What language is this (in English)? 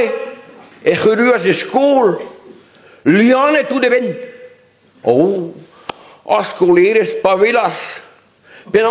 Breton